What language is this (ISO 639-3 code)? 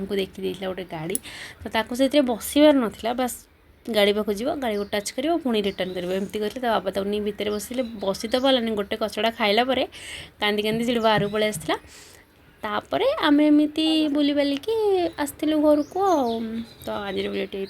ori